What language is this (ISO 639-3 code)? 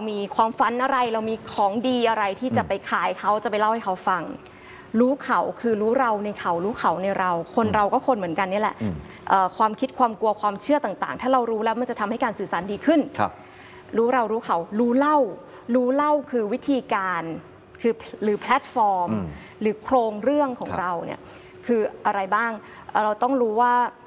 tha